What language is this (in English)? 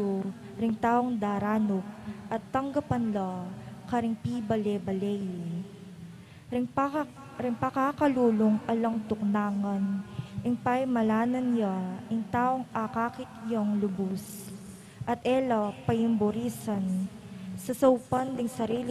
Pampanga